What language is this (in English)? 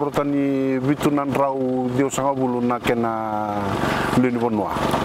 Fijian